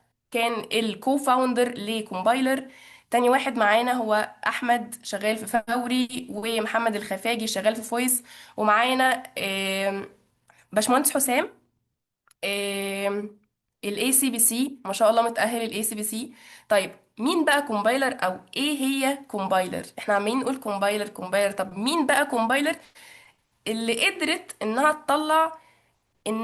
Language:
Egyptian Arabic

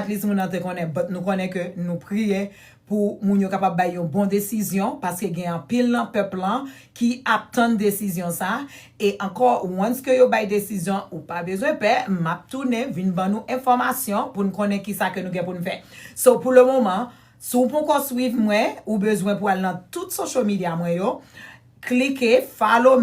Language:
Haitian Creole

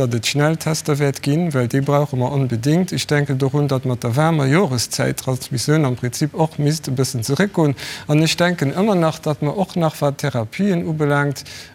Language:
Luxembourgish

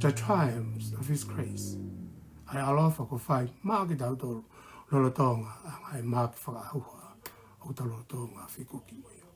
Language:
Tongan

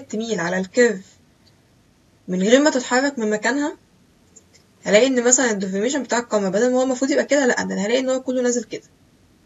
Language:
Egyptian Arabic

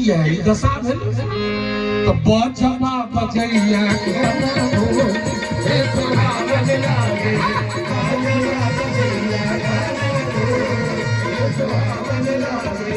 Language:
Maithili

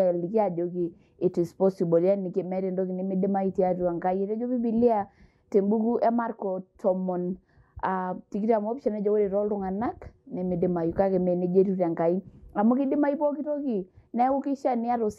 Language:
Masai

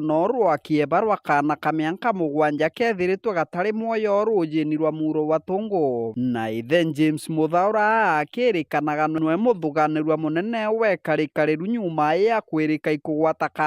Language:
Meru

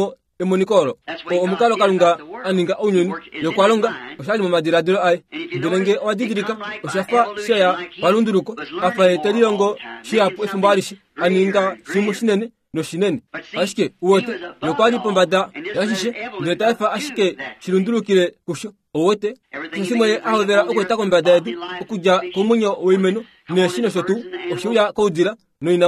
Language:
Kuanyama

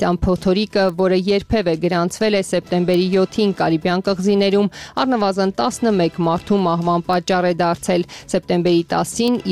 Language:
Armenian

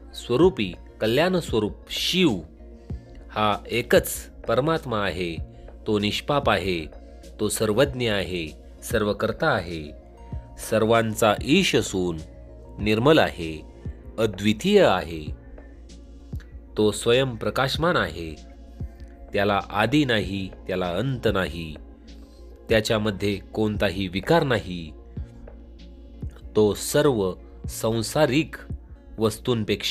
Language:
Marathi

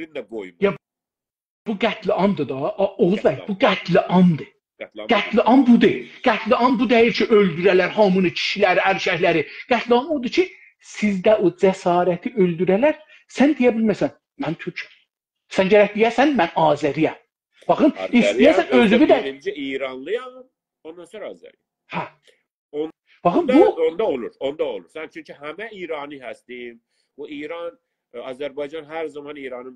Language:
South Azerbaijani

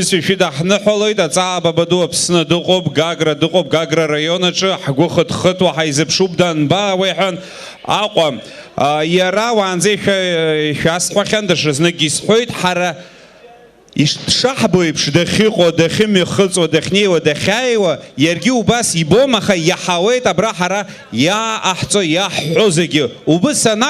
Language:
Abkhazian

